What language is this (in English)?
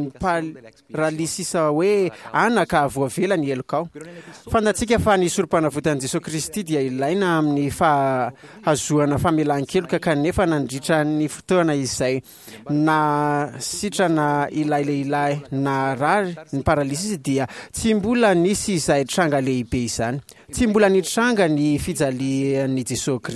Malagasy